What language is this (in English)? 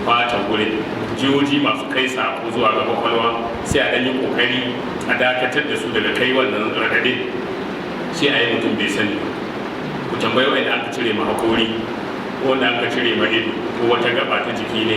Hausa